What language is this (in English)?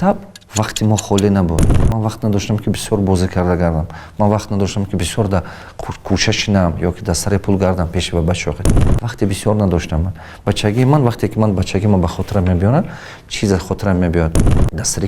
Tajik